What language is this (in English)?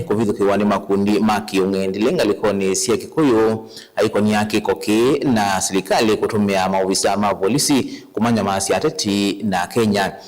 Kamba